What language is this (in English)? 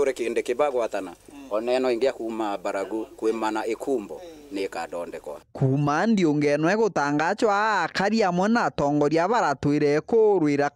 Meru